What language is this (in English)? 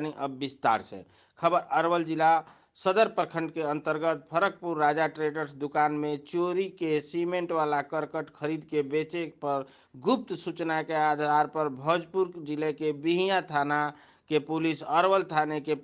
Bhojpuri